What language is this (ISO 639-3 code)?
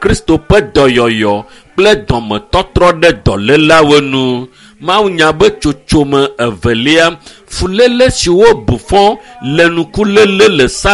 ewe